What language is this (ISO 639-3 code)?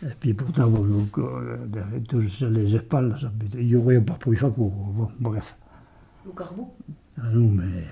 oci